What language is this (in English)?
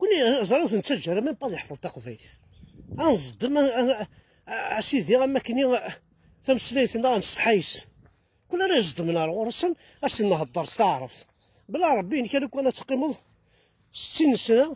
Kabyle